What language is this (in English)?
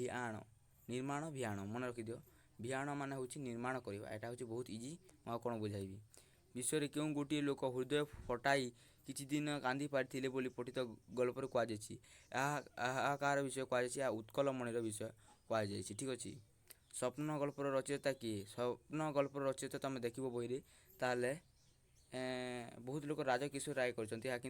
Odia